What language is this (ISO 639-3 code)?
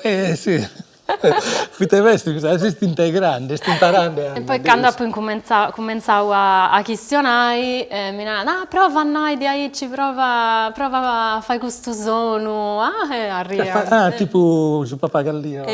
srd